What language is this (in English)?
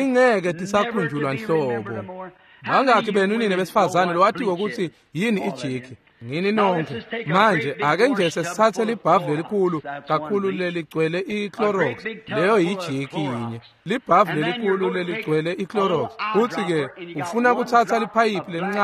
Swati